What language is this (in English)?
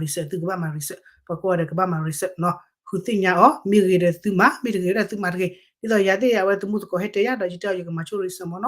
S'gaw Karen